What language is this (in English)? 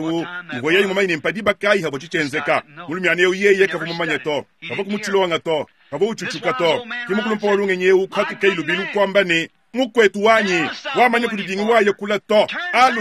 Luba-Lulua